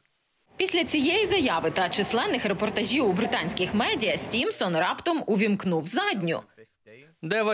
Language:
Ukrainian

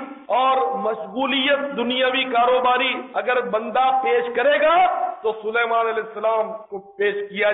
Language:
Urdu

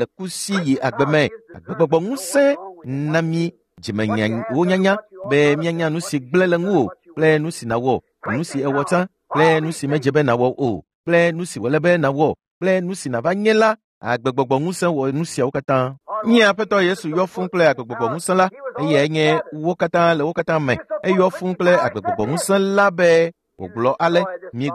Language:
Ewe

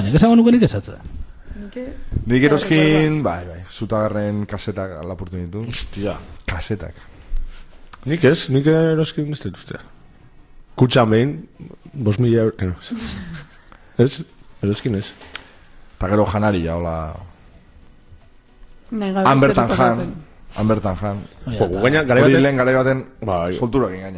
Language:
Basque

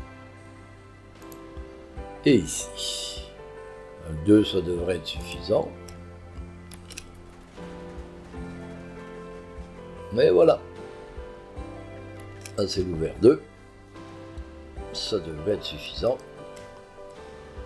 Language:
French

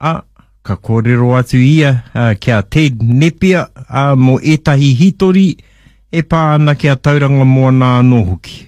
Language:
Māori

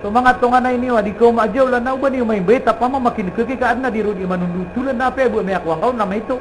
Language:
Maranao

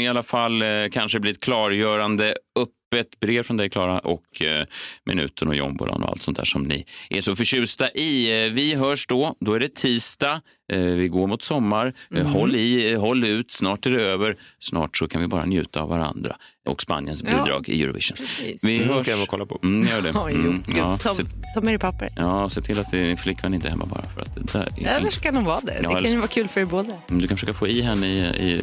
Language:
Swedish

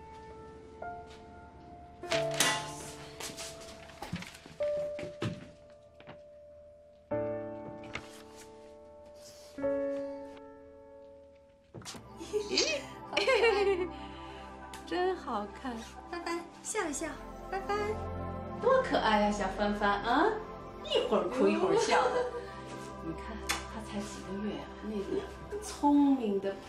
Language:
Chinese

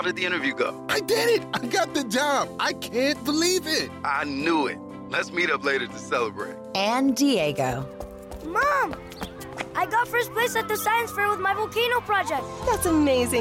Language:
English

